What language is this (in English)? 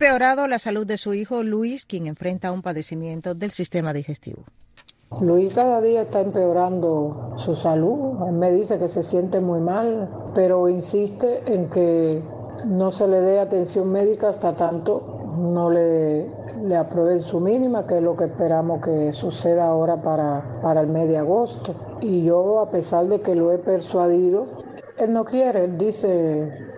Spanish